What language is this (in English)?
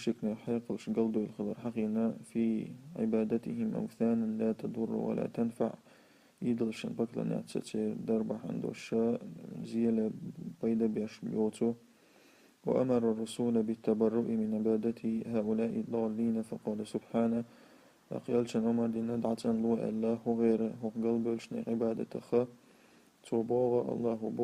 Chechen